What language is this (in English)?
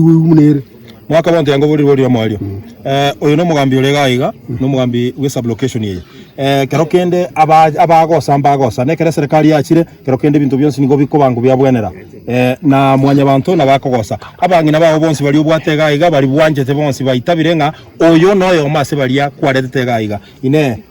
Gusii